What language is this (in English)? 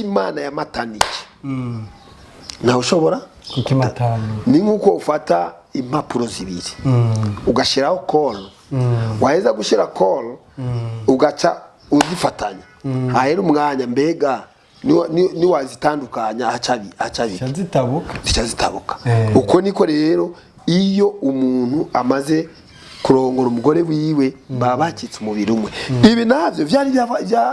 Rundi